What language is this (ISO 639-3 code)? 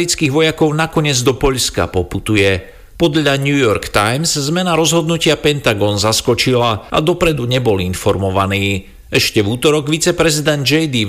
slk